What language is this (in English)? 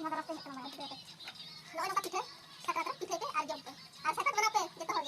Santali